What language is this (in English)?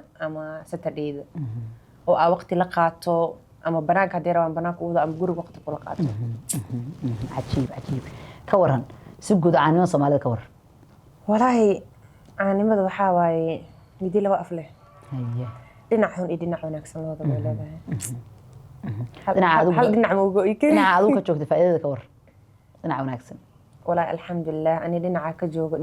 Somali